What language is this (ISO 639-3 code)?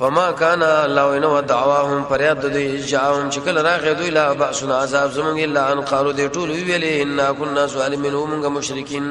pus